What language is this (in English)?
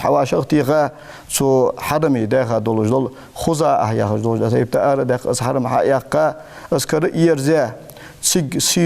Ingush